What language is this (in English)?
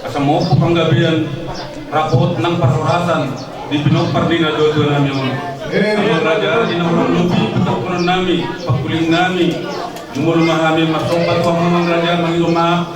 Batak Toba